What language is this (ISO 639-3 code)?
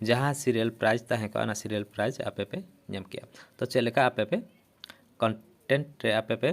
sat